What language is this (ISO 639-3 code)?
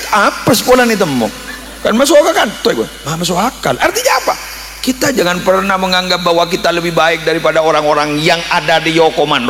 mad